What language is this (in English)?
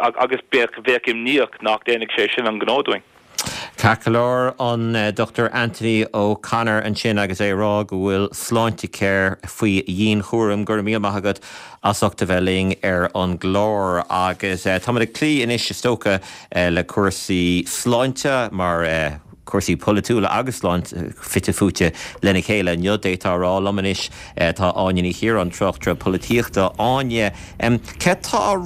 Irish